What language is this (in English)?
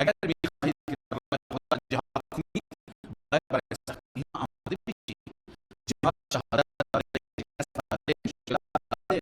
Persian